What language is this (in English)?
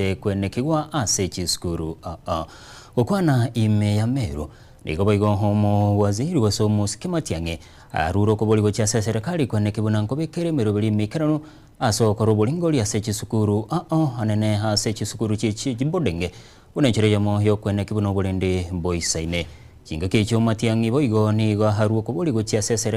Gusii